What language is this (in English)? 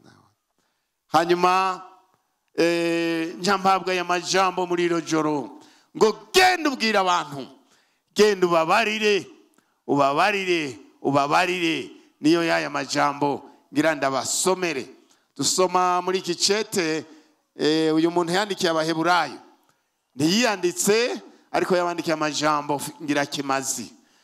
Rundi